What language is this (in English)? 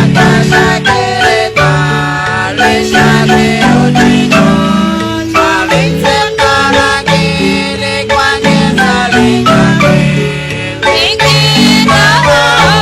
Kekchí